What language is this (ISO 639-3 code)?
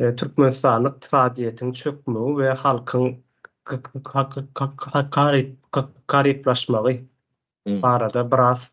tuk